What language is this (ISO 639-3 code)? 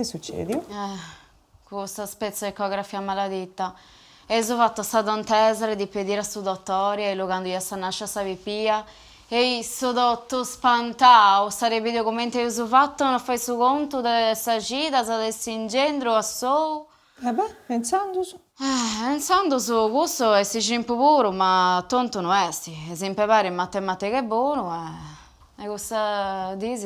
srd